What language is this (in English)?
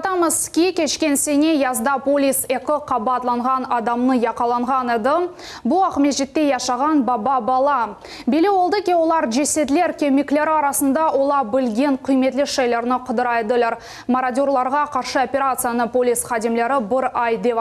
Crimean Tatar